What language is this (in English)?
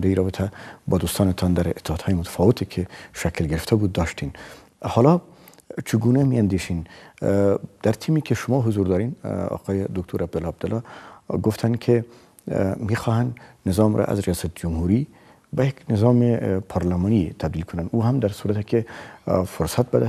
Persian